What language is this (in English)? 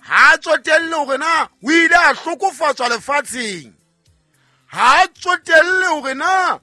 Southern Sotho